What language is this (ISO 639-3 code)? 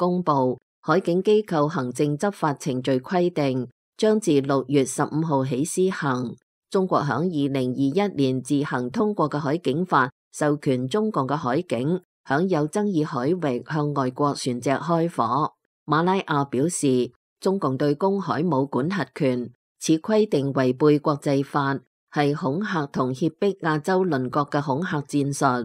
yue